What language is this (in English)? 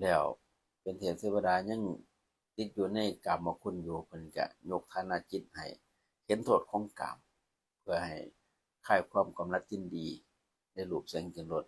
Lao